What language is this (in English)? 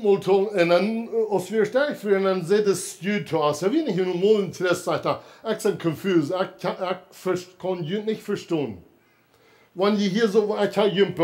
Plautdietsch